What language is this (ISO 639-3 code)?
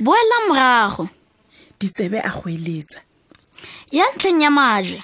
tsn